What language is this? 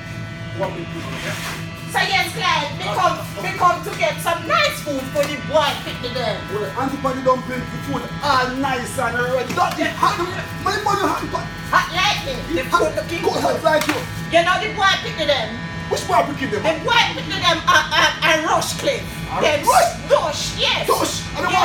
Jamaican Creole English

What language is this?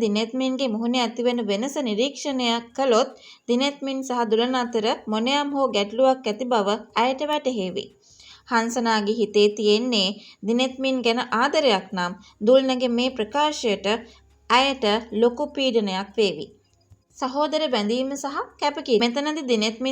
Sinhala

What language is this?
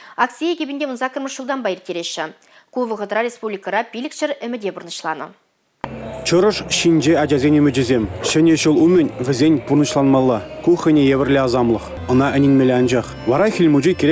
Chuvash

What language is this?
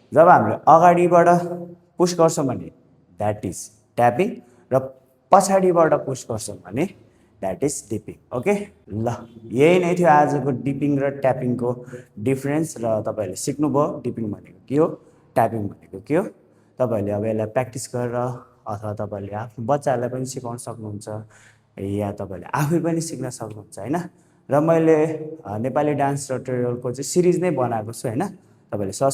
Nepali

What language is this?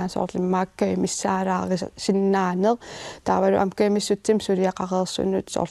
Kalaallisut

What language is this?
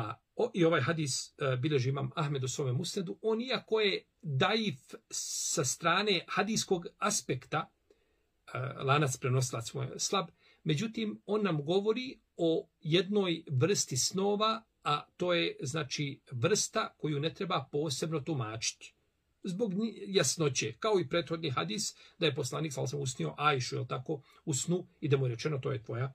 Bosnian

